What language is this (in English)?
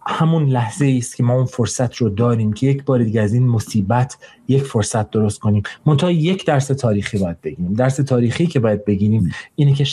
Persian